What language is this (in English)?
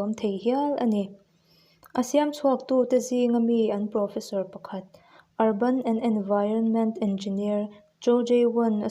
Mizo